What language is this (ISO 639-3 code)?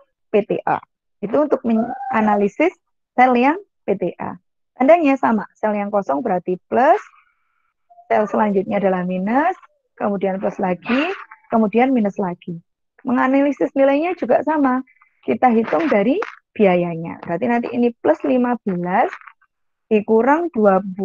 ind